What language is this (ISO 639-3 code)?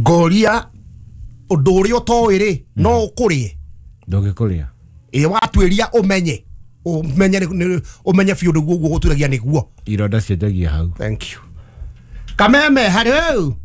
kik